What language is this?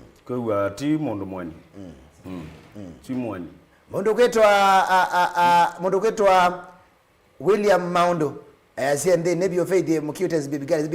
Kamba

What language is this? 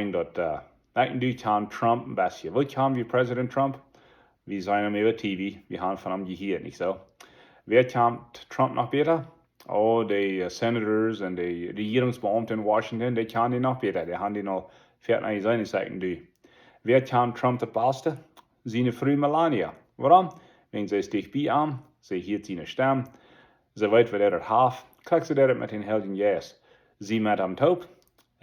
Plautdietsch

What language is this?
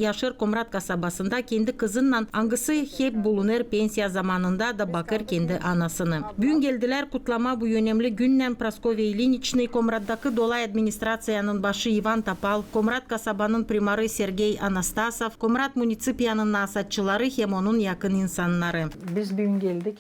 Gagauz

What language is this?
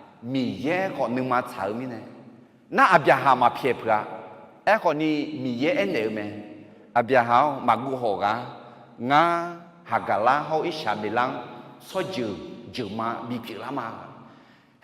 Akha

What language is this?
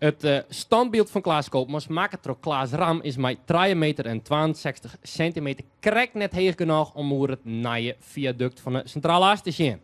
Western Frisian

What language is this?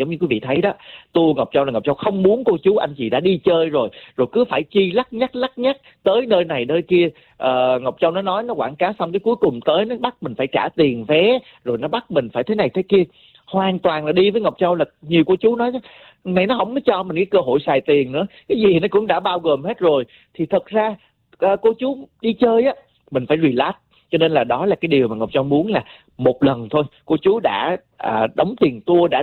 Vietnamese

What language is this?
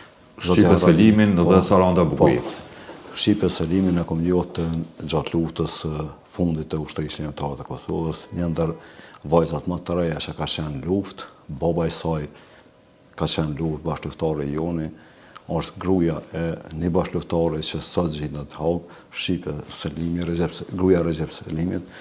Albanian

